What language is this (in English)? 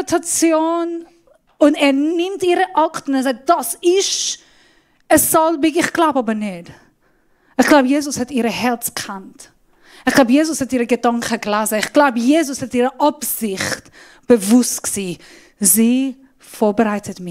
Swiss German